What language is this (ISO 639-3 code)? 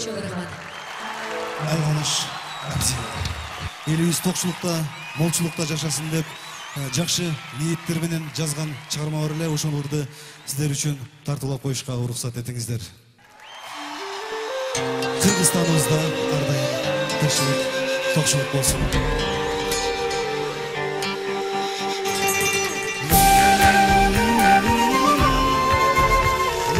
kir